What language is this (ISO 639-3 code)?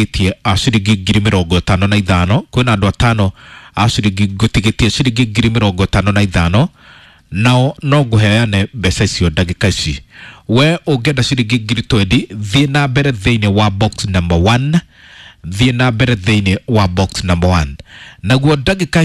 kik